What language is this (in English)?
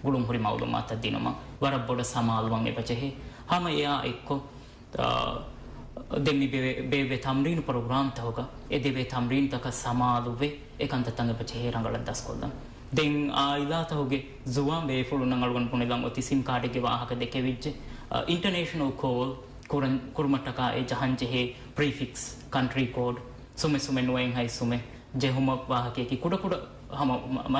Divehi